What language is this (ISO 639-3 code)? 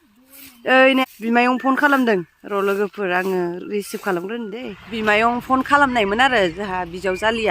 brx